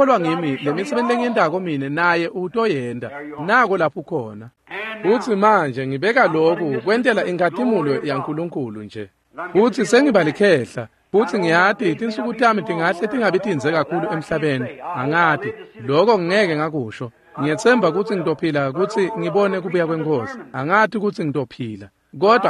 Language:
Swati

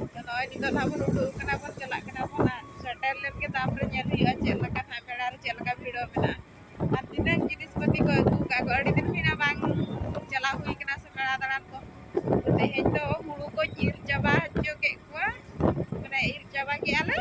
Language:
Santali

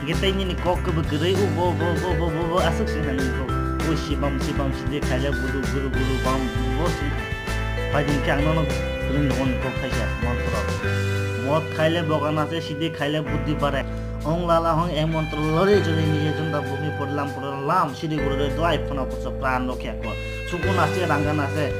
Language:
Kok Borok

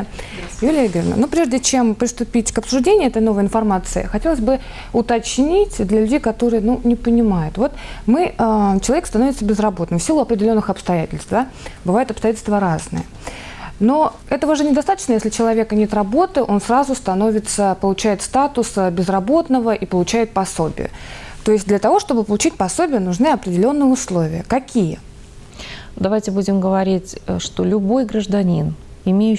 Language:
Russian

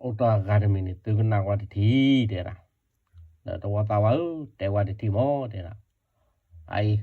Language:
S'gaw Karen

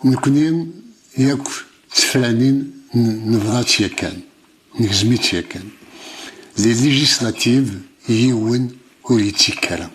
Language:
Kabyle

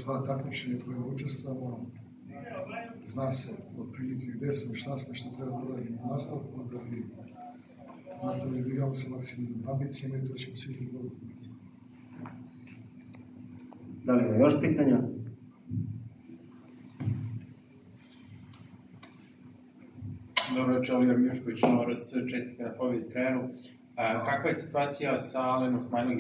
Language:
Serbian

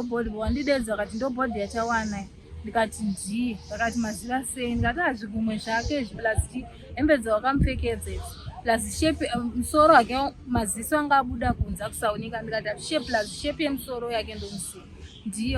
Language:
Shona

